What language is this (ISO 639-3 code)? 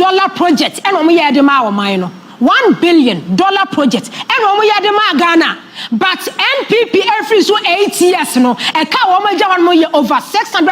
aka